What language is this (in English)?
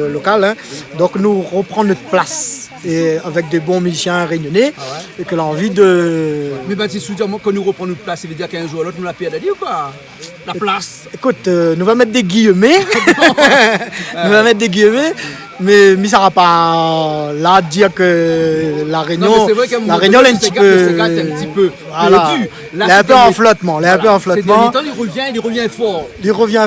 Réunion Creole French